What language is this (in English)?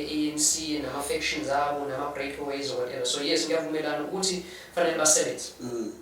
Zulu